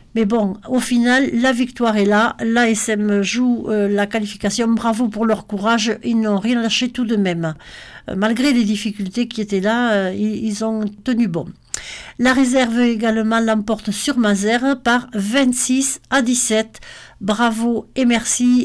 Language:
French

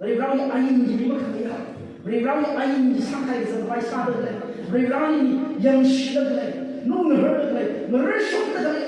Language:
Tangkhul Naga (India)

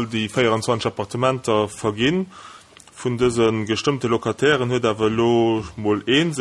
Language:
Luxembourgish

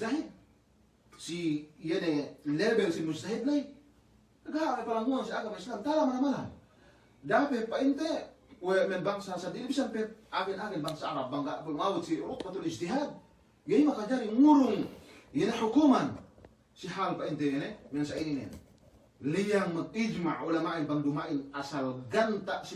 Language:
Yakan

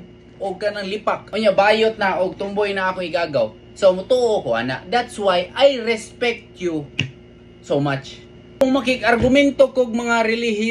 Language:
Cebuano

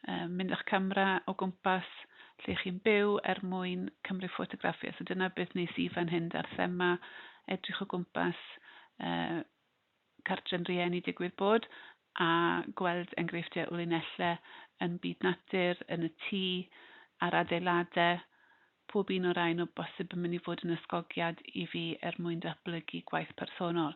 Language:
Welsh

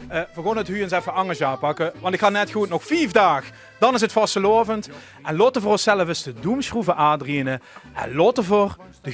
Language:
Limburgish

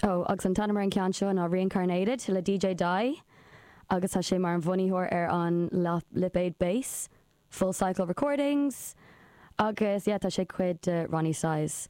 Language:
Irish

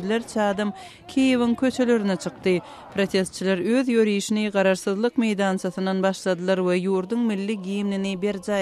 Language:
Turkmen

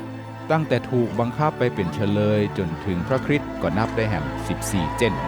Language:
Northern Thai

